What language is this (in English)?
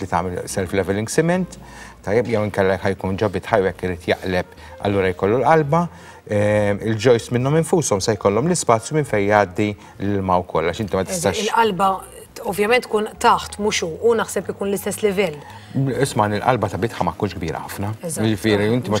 Maltese